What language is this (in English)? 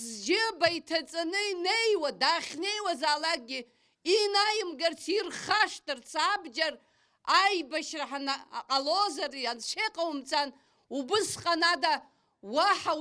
Abkhazian